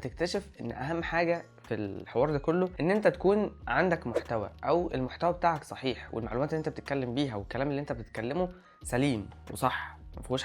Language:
Egyptian Arabic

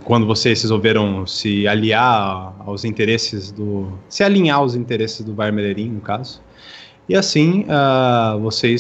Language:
Portuguese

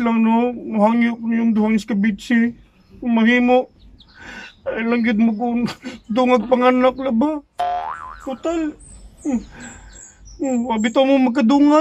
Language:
Cebuano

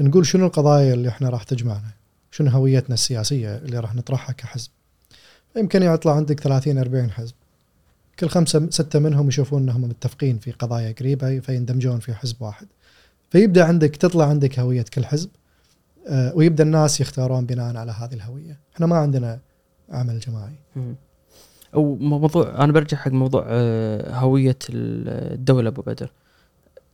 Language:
Gulf Arabic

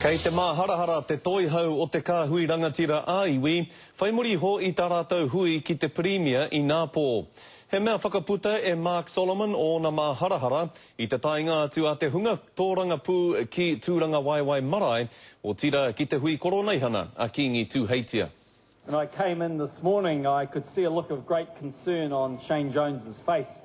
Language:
Māori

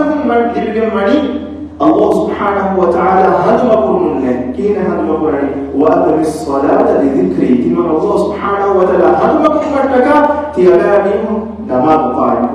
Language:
Divehi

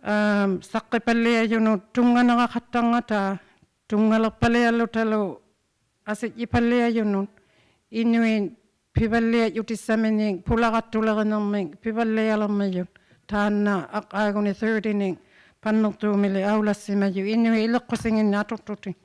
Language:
Inuktitut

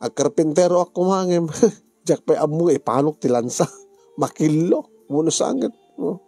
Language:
Iloko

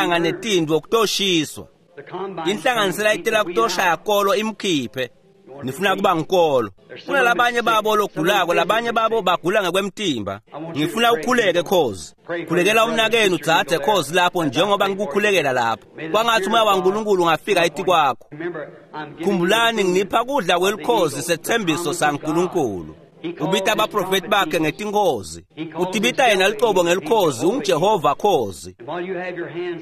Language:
Swati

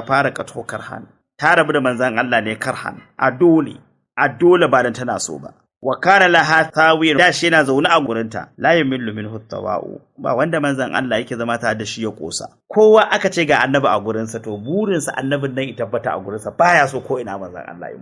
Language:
Hausa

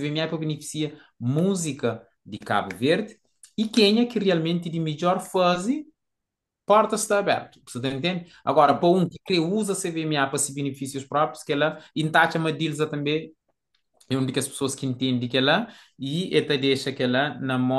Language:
Kabuverdianu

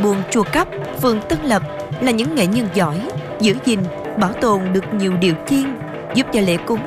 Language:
Vietnamese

